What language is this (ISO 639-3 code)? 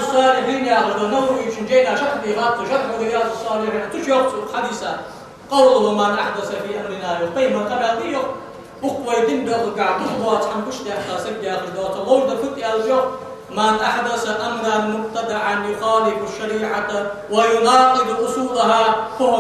inh